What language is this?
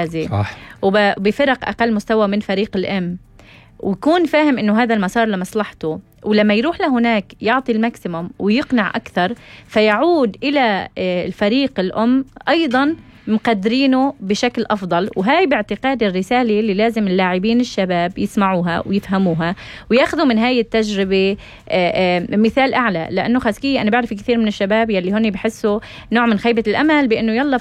North Levantine Arabic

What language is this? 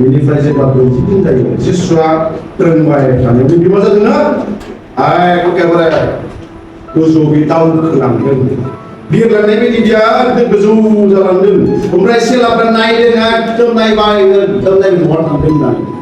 Bodo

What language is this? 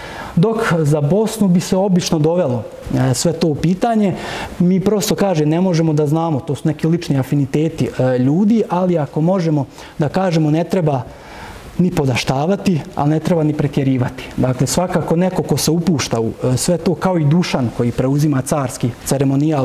Serbian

